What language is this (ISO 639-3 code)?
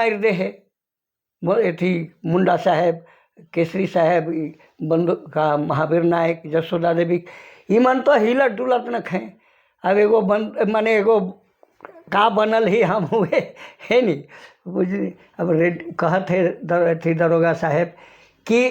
sck